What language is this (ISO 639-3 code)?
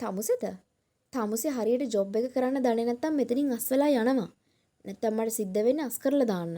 sin